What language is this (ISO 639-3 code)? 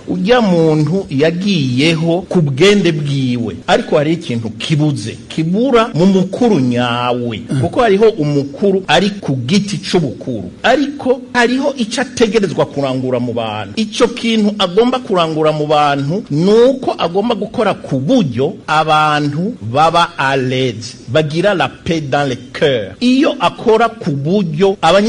run